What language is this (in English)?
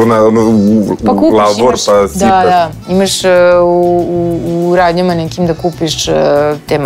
Serbian